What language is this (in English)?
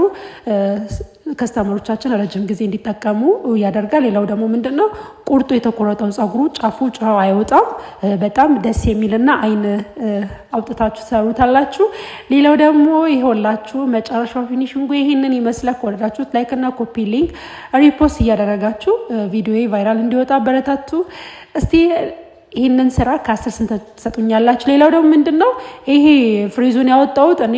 Amharic